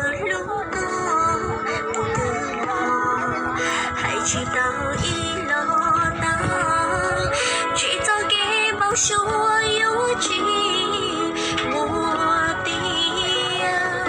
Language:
Hmong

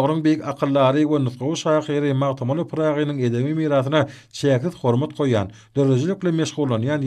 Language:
Turkmen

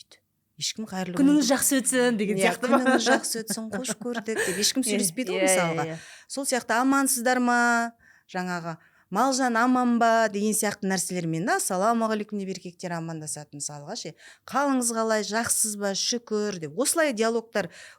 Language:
Kazakh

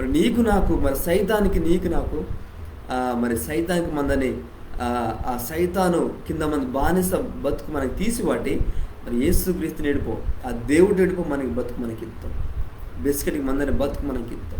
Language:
Koya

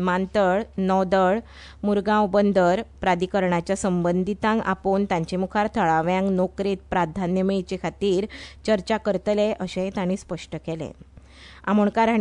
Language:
Konkani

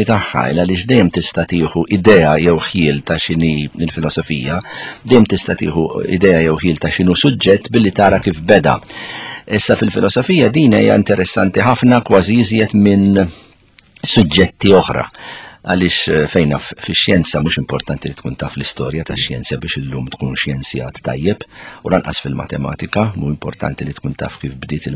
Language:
Maltese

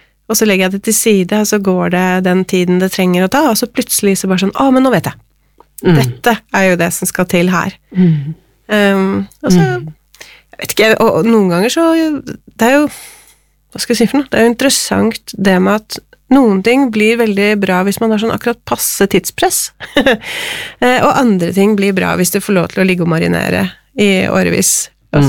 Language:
Norwegian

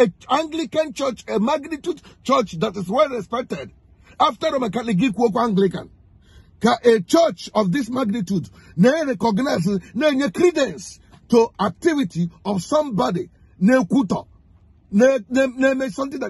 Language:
Igbo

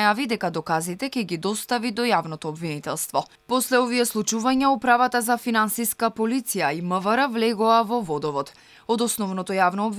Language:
Macedonian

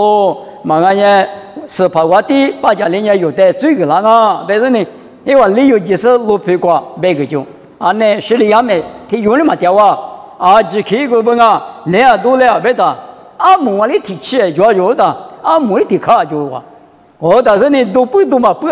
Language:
Lisu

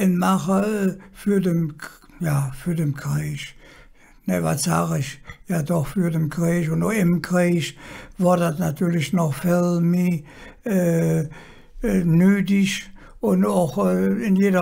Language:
Colognian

